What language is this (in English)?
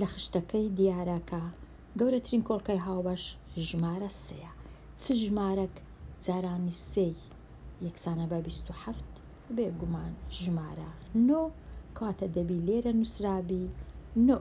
Central Kurdish